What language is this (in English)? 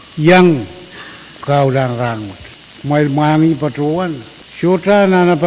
Pohnpeian